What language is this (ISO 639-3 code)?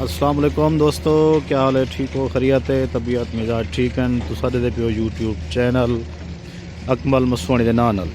skr